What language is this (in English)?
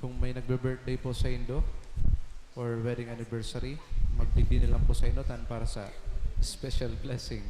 Bikol